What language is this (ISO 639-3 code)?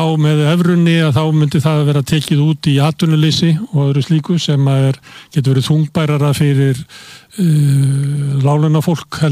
isl